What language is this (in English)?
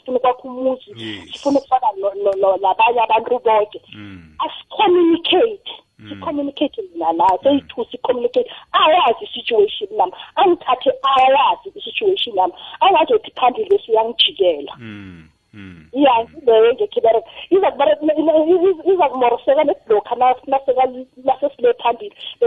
South Ndebele